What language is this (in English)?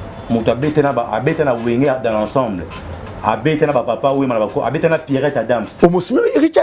Lingala